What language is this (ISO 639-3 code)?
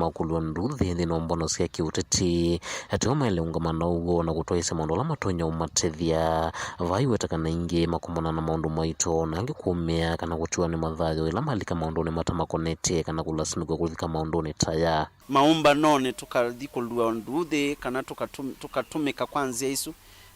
kam